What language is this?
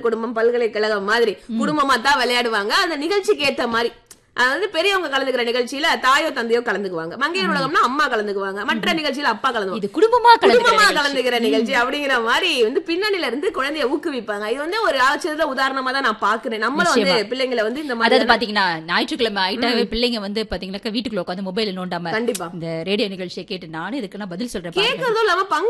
Tamil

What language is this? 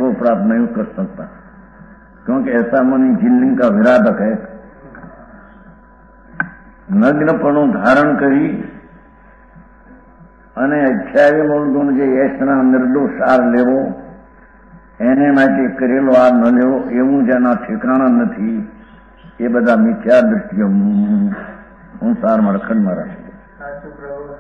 Gujarati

